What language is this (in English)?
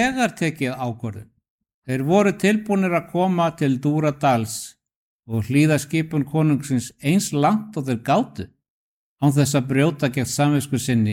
Icelandic